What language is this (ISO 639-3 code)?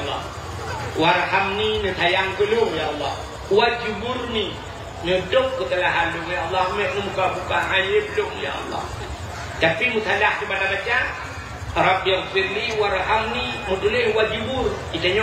ace